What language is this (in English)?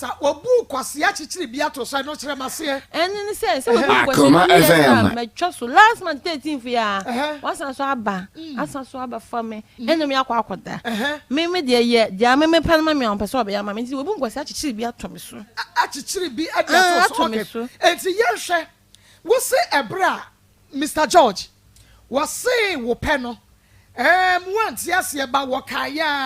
Akan